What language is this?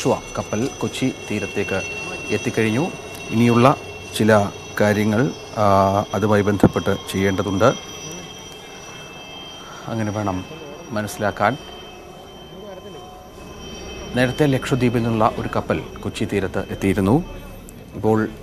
Malayalam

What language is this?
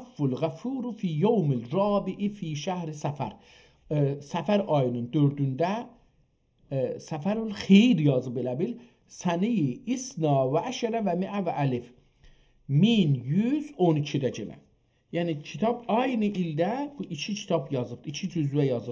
South Azerbaijani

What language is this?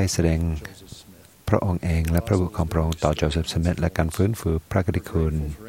Thai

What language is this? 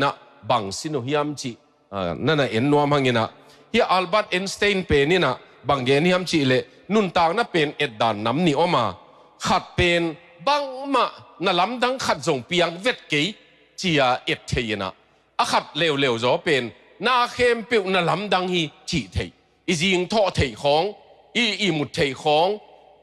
Tedim Chin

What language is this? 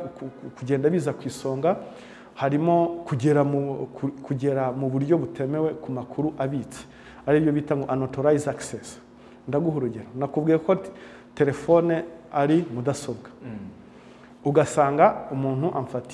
Kinyarwanda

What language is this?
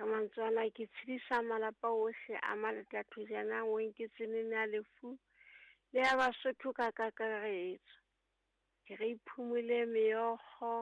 Southern Sotho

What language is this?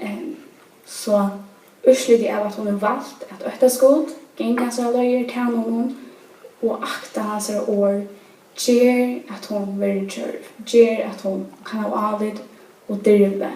Faroese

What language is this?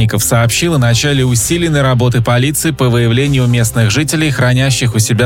Russian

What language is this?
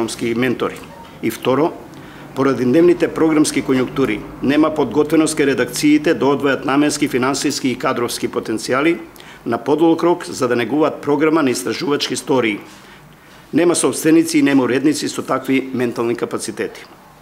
Macedonian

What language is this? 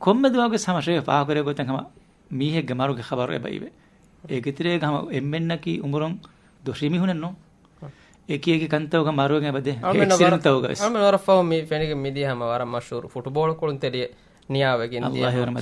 Divehi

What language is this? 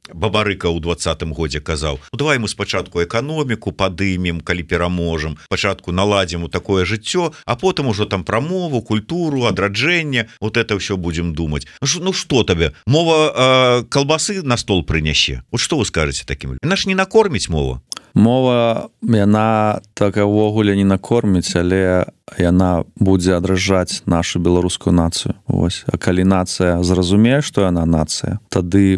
Belarusian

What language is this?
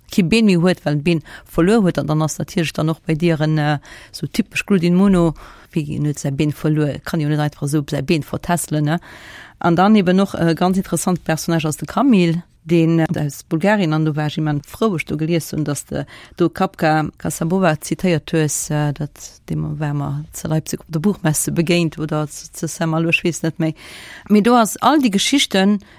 Luxembourgish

